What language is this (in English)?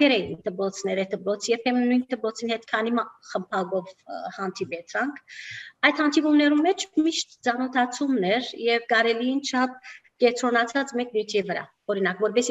Armenian